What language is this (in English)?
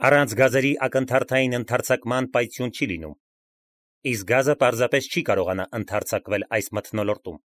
Armenian